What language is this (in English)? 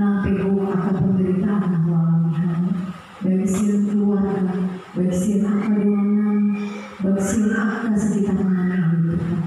Batak Toba